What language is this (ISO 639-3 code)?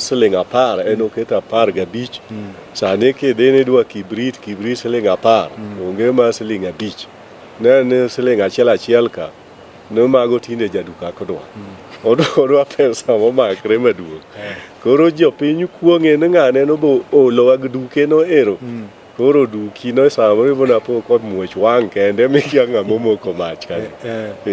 luo